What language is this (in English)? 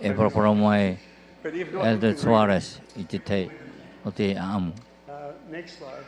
Tahitian